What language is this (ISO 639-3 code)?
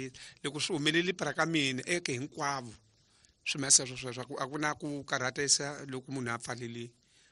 tso